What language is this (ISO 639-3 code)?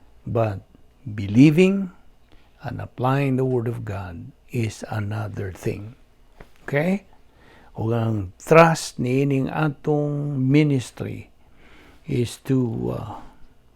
ceb